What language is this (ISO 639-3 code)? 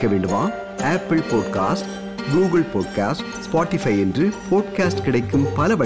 tam